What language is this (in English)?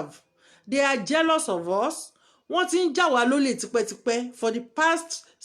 Yoruba